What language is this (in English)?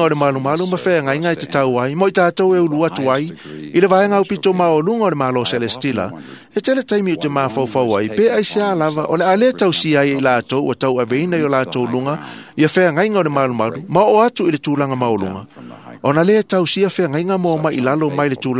Samoan